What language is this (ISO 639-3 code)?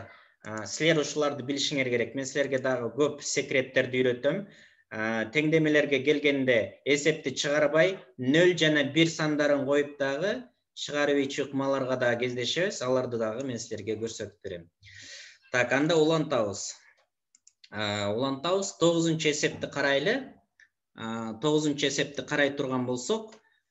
kir